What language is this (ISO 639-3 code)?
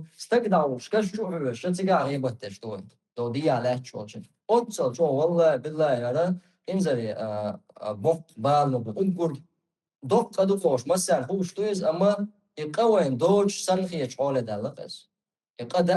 che